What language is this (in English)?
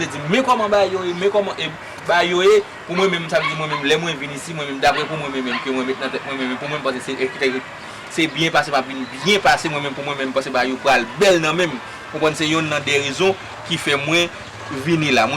Haitian Creole